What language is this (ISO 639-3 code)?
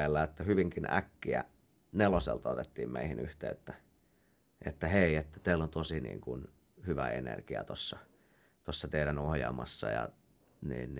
fin